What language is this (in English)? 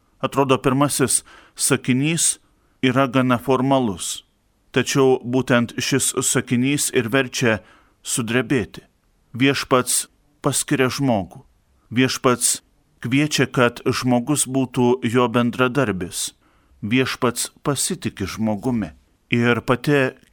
Lithuanian